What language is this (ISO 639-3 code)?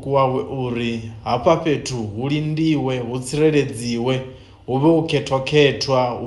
ven